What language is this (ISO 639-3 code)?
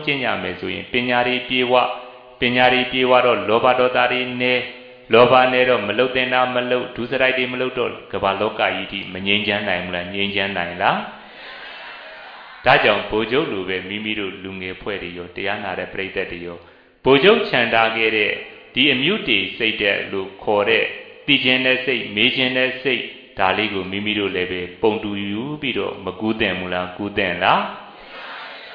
mya